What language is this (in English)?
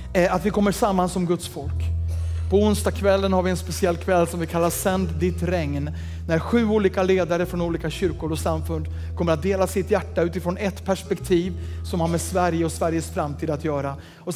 Swedish